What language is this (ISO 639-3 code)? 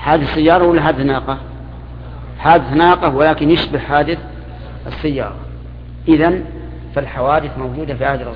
ara